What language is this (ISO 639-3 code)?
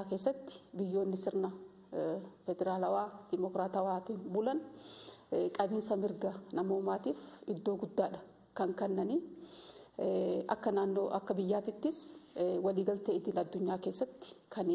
orm